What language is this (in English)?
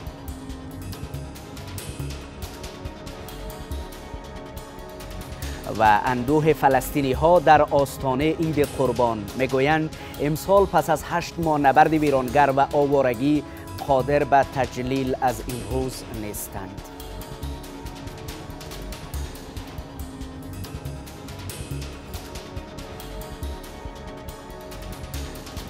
Persian